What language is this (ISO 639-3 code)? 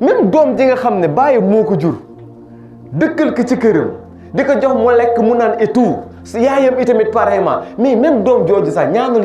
wol